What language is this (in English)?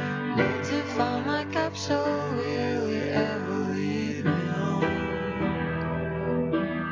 Basque